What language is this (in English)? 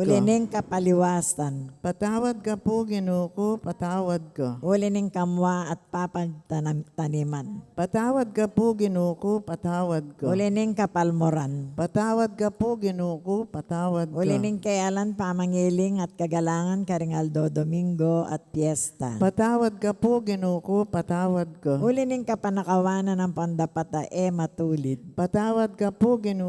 Pampanga